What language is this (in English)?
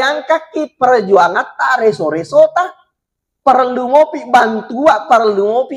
Buginese